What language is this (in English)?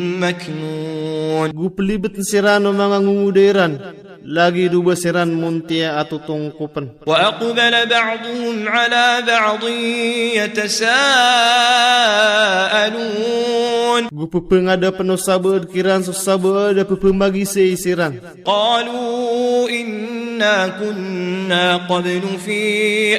Maranao